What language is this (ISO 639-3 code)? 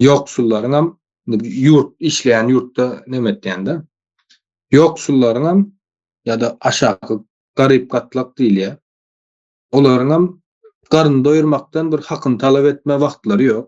tuk